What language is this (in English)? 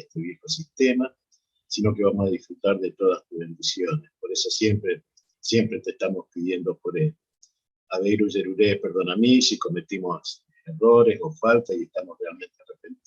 Guarani